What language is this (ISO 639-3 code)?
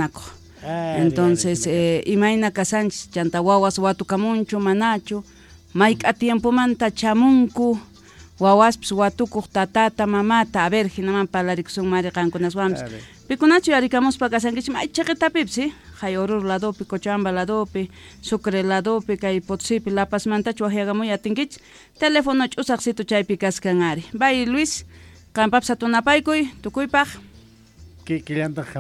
quh